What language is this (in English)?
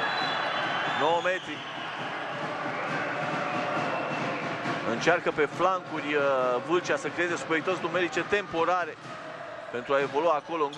Romanian